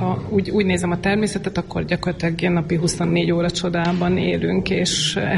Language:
Hungarian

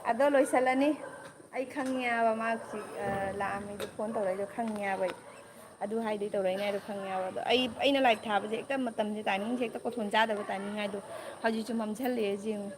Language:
Manipuri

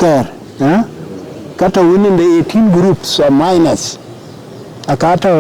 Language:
Dinka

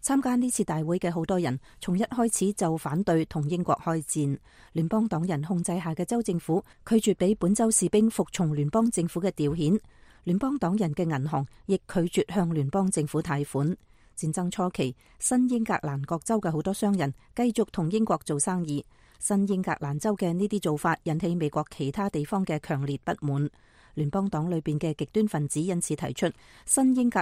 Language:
Cantonese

